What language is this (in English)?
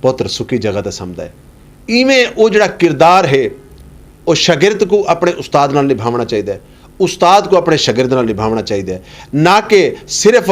Saraiki